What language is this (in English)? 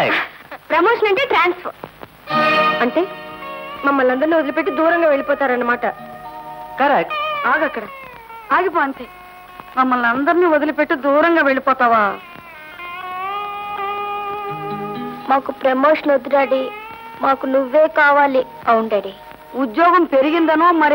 Telugu